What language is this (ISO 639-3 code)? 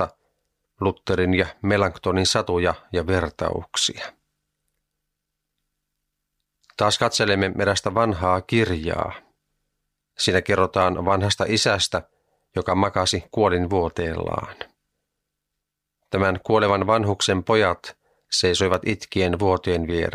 fin